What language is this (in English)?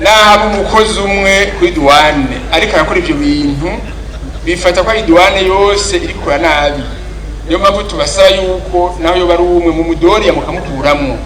Rundi